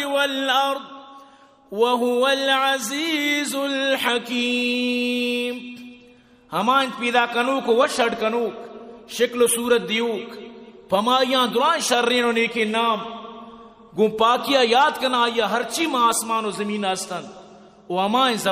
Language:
Eastern Balochi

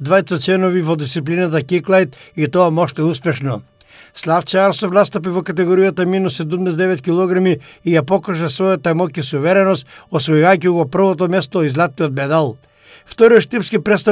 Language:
Macedonian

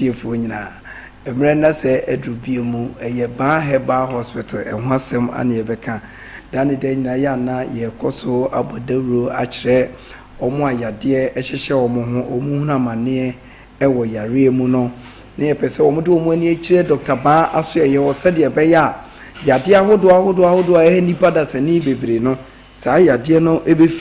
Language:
Akan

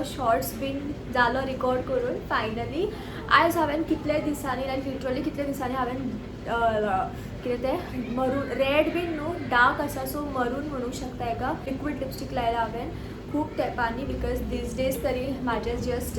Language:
Konkani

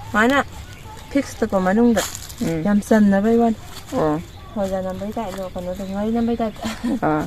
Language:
Manipuri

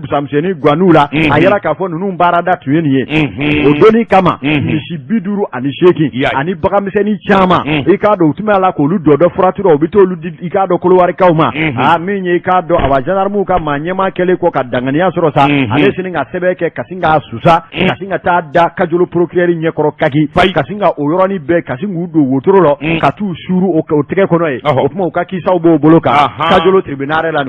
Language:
Bambara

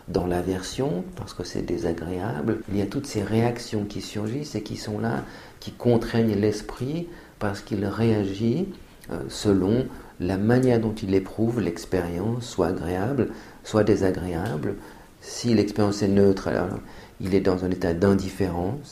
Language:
French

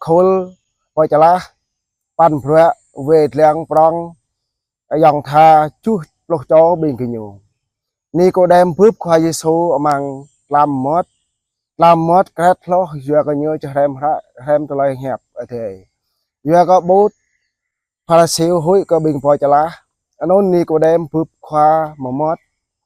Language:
Jarai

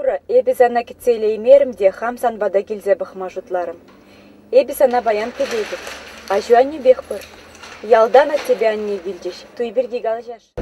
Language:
Chuvash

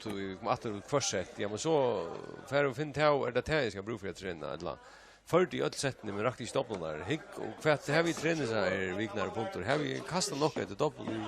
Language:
Faroese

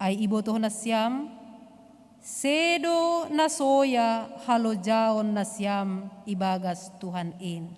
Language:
Batak Simalungun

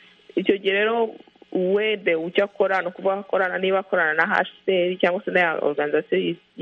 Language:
Kinyarwanda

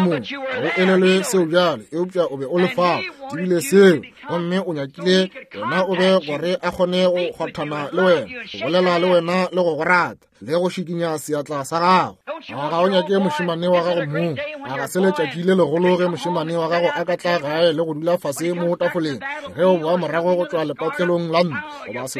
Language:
Northern Sotho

